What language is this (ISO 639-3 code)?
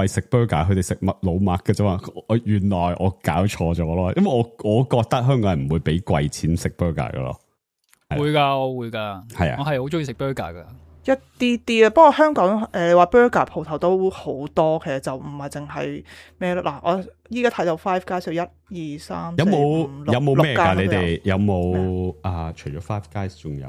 yue